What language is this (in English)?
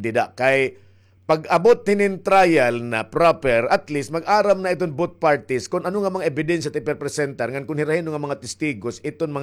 Waray